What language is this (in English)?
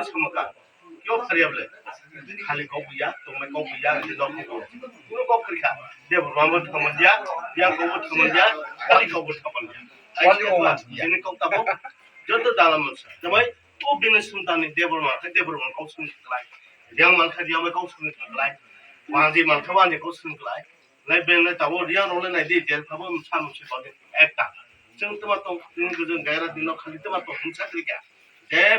Kok Borok